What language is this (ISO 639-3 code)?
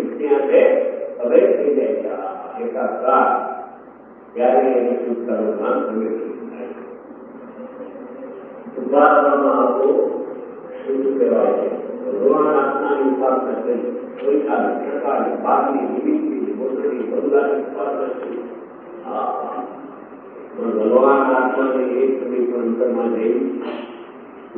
guj